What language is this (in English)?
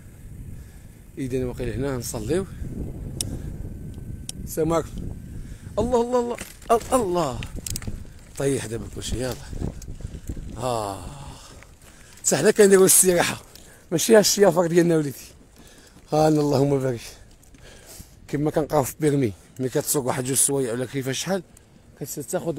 Moroccan Arabic